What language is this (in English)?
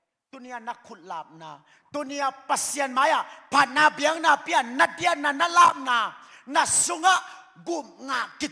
Tedim Chin